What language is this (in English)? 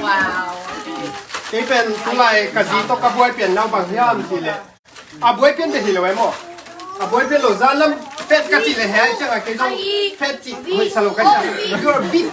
Tedim Chin